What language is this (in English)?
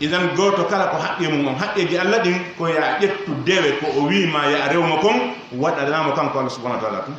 Pular